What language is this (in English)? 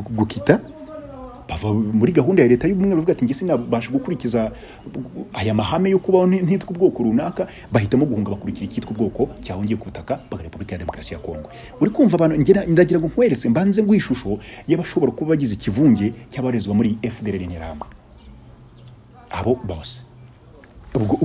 Kinyarwanda